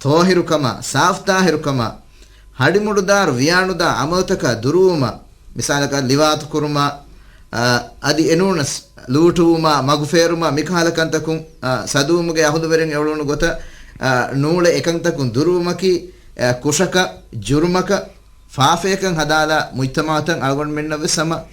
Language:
Divehi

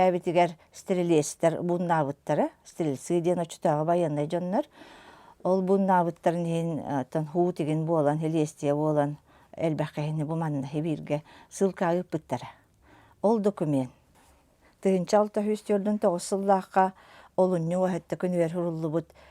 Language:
Yakut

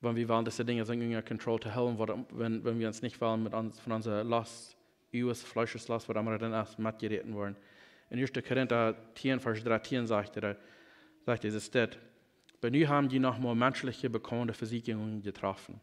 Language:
Plautdietsch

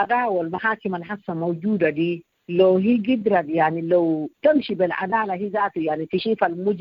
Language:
Sudanese Arabic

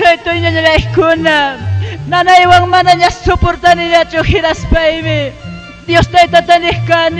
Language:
Ayacucho Quechua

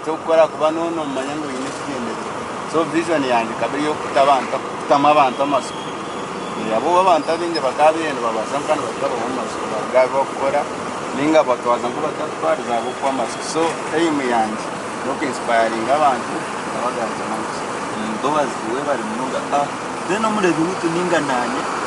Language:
Nyankole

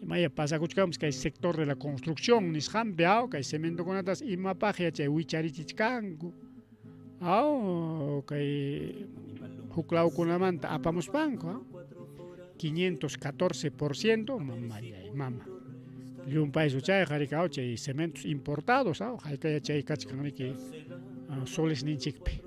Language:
Ayacucho Quechua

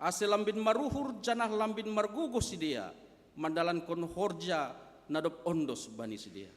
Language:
Batak Simalungun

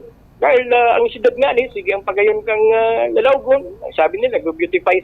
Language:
Bikol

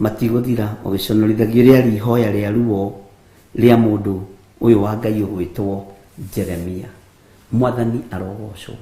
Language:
Kikuyu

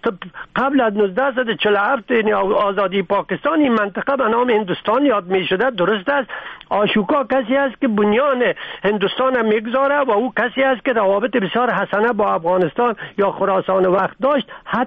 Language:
Persian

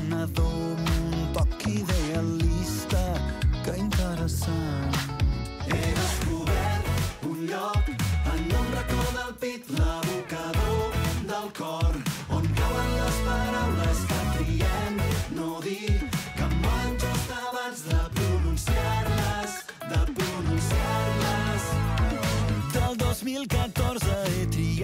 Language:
Catalan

